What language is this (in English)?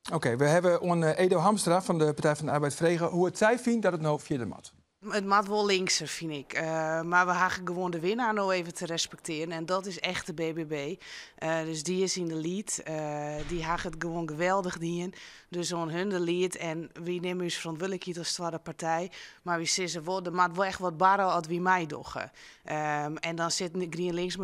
Western Frisian